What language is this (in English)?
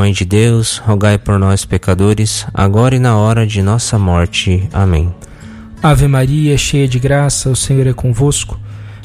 Portuguese